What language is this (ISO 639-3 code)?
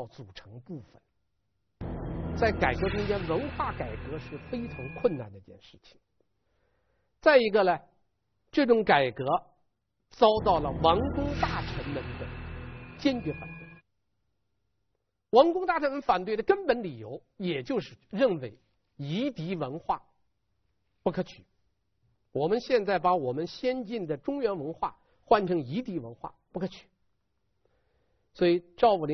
zho